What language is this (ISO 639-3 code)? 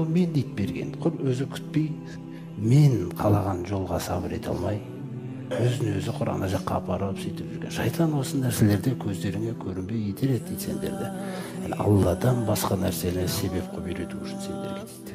kaz